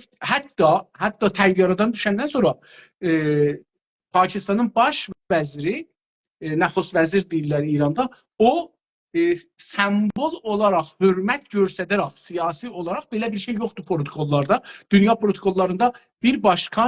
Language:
South Azerbaijani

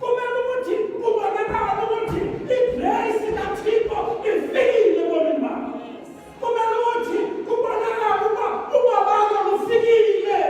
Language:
Xhosa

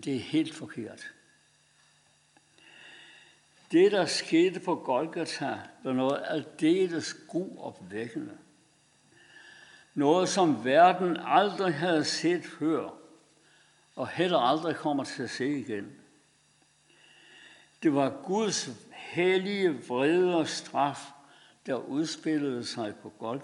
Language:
Danish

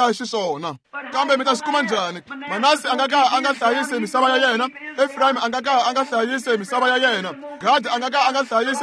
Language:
Tsonga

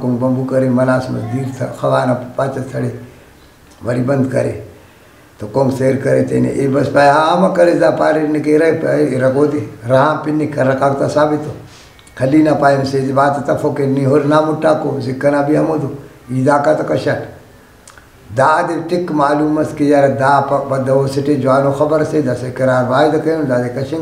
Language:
Brahui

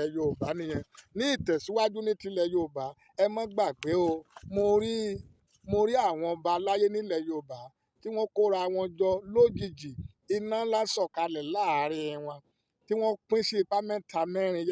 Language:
Yoruba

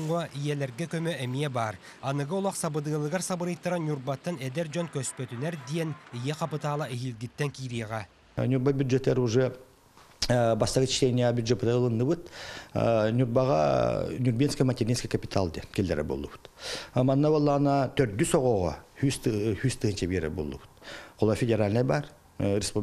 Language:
Yakut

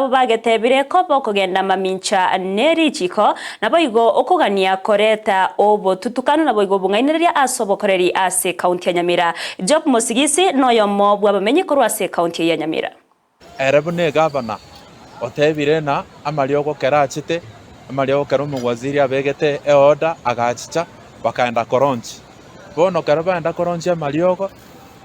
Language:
Gusii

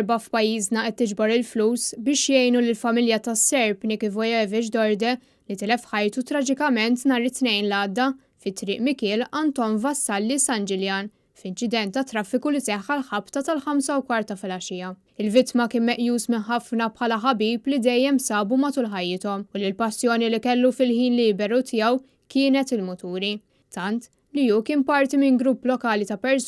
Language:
Maltese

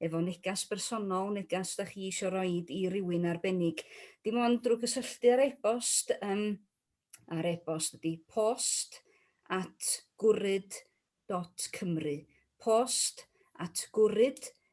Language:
Welsh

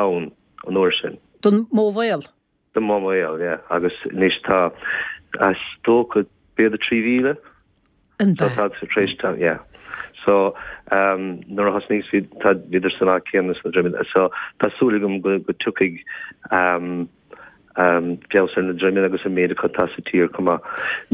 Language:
Irish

